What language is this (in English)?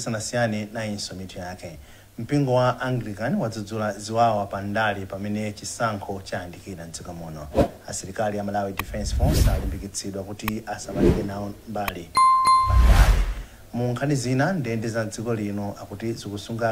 Nyanja